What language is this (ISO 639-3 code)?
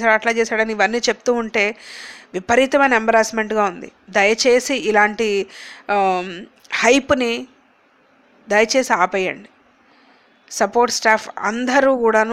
tel